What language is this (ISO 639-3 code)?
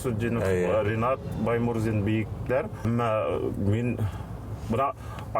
bak